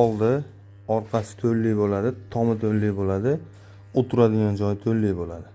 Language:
Uzbek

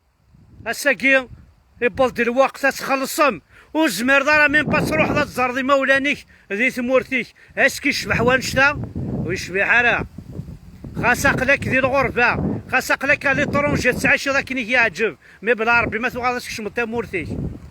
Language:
Kabyle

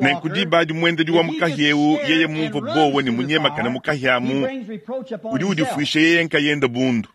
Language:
Luba-Lulua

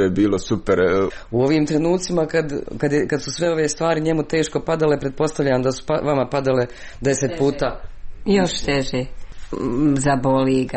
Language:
Croatian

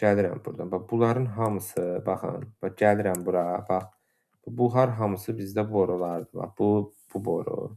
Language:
Azerbaijani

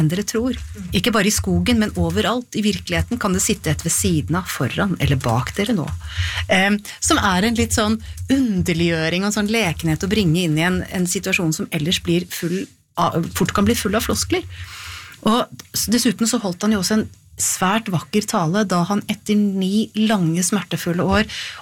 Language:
Norwegian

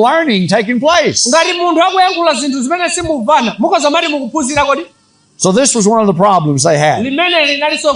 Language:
Nyanja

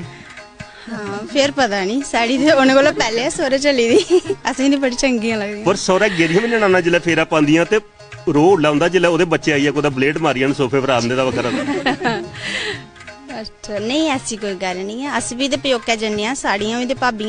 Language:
Dogri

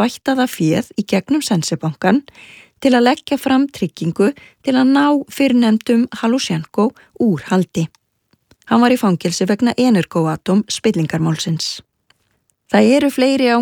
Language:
Icelandic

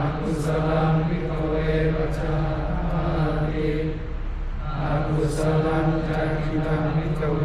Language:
Pali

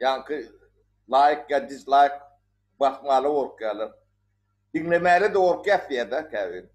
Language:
Turkmen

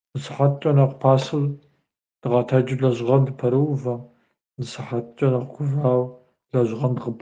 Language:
Kabardian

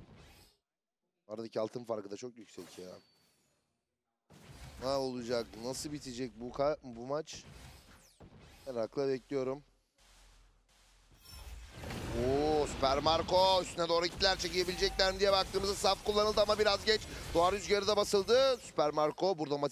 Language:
Turkish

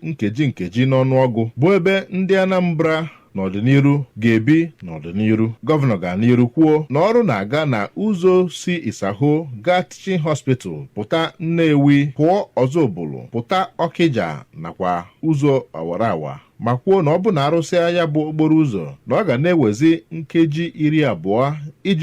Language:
Igbo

